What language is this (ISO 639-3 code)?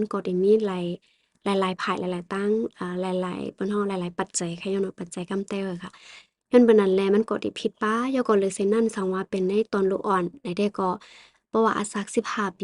shn